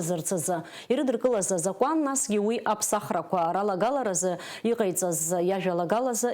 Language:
Abkhazian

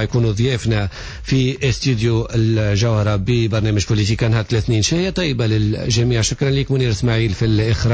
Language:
Tunisian Arabic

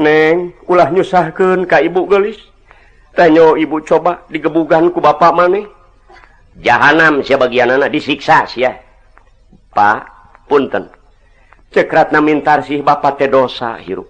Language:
Sundanese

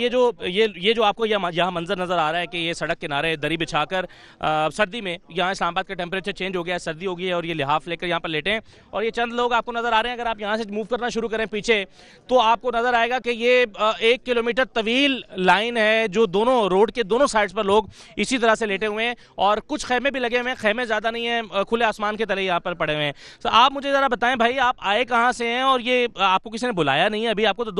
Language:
Urdu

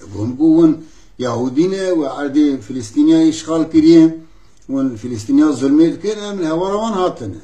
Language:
Kurdish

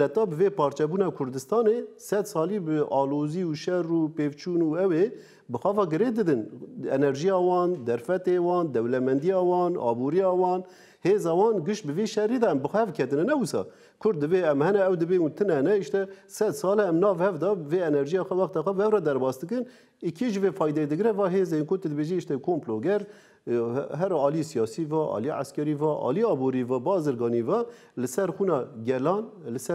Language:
Kurdish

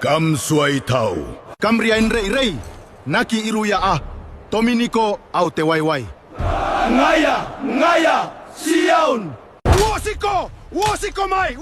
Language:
Gilbertese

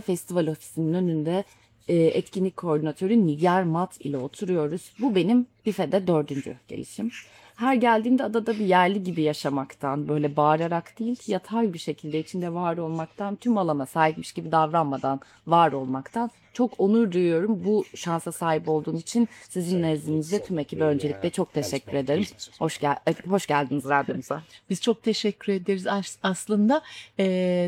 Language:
Turkish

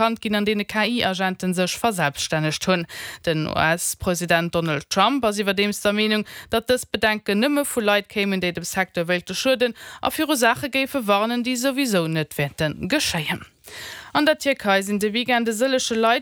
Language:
Luxembourgish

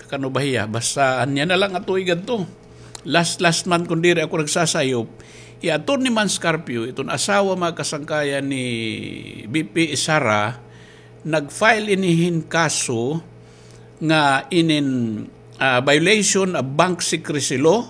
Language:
Waray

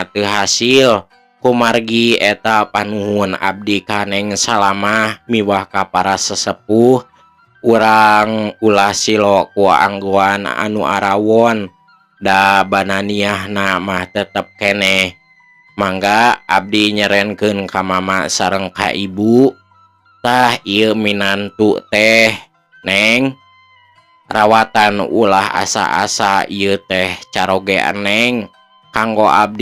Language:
Sundanese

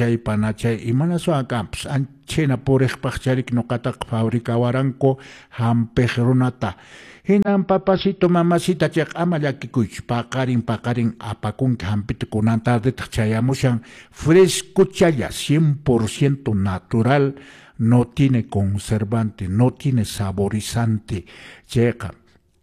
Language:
Quechua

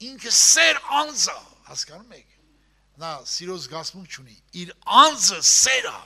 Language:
Armenian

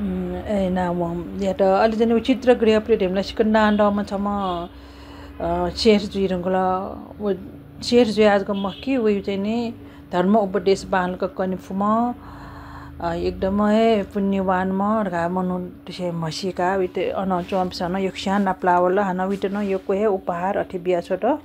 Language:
Newari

